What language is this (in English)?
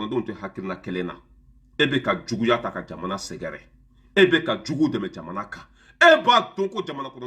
Bambara